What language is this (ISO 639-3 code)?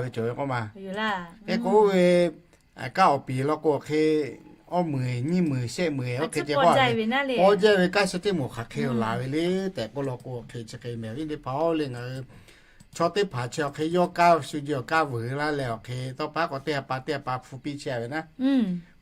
lhu